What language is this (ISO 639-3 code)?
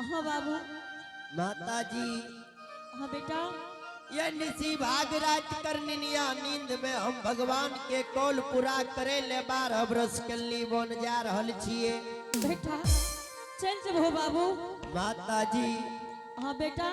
anp